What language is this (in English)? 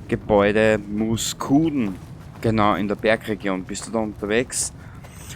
Bavarian